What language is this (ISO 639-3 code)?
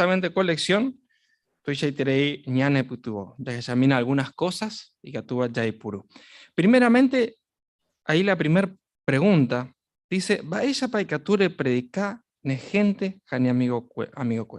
grn